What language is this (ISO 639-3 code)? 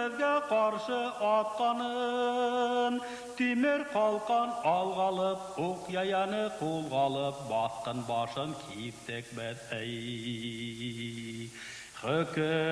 bak